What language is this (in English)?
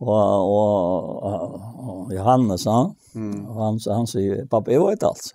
Faroese